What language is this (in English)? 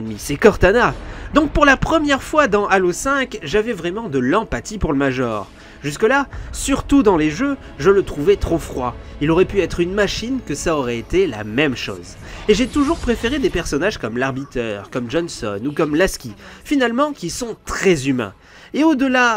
French